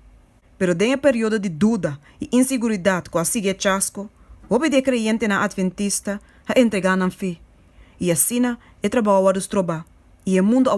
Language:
Papiamento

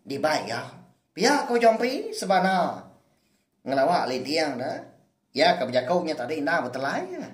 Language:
Iban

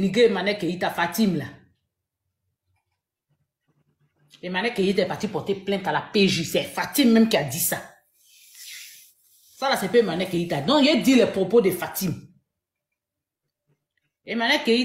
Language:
French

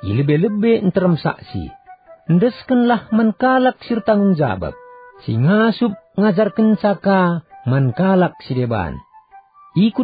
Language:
Batak Karo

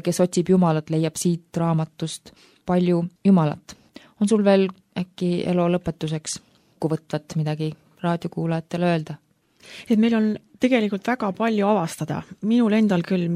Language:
Estonian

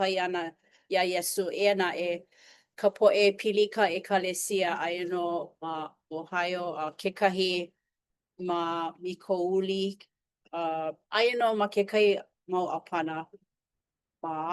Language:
Hawaiian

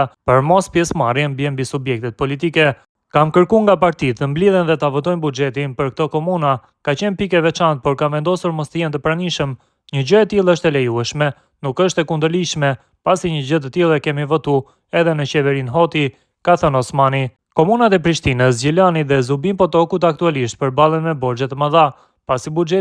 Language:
Albanian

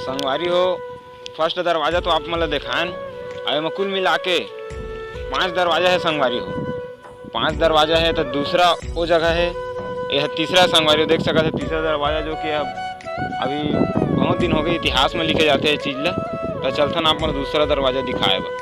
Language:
Chhattisgarhi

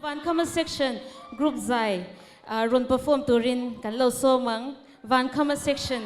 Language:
Mizo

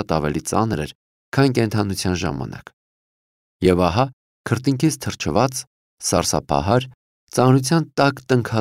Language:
Armenian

